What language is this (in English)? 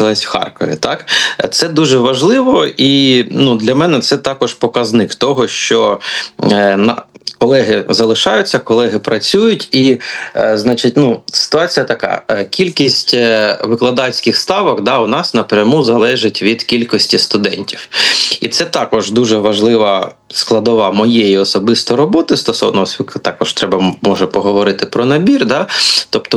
Ukrainian